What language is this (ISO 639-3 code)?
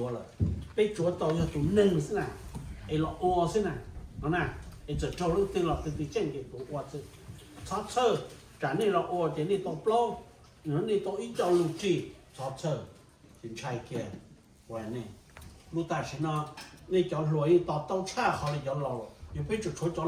hmn